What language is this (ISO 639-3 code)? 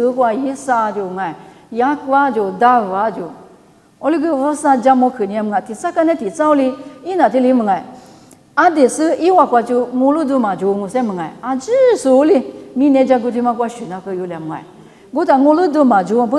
lis